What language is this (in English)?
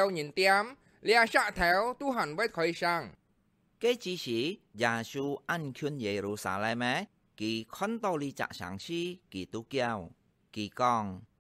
Hakka Chinese